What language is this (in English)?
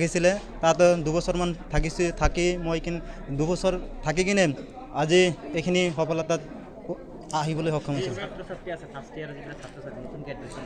Assamese